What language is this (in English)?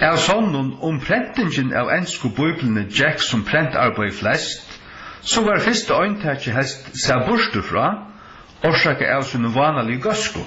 Faroese